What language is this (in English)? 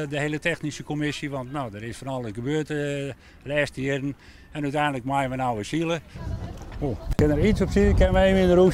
Western Frisian